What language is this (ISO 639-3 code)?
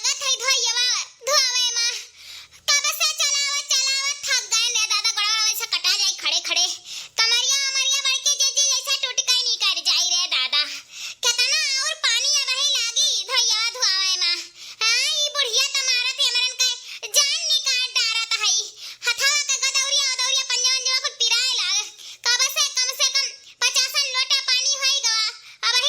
awa